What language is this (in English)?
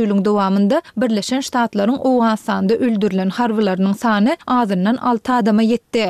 Turkmen